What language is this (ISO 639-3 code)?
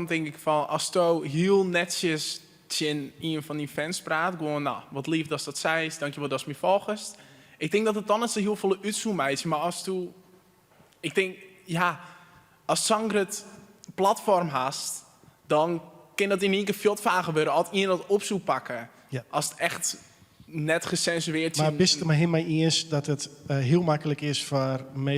fry